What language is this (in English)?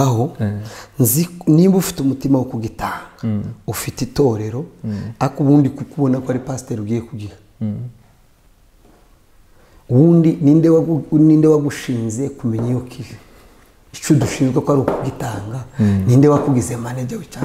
Kinyarwanda